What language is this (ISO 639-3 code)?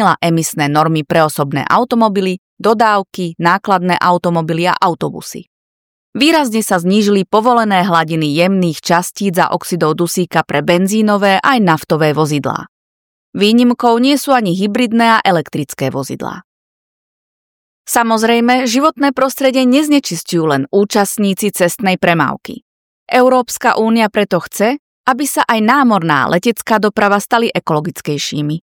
slk